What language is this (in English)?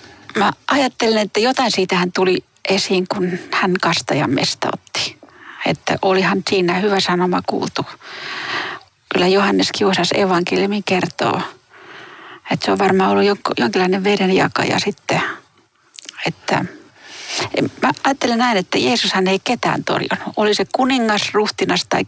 Finnish